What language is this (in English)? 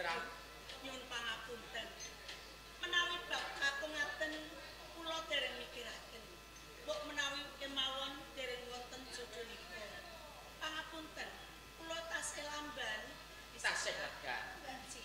Javanese